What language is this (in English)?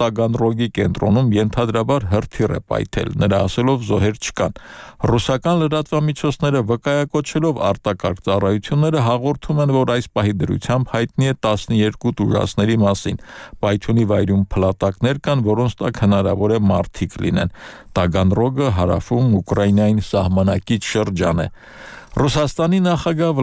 Armenian